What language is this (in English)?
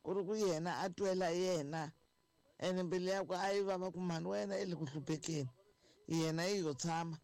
Tsonga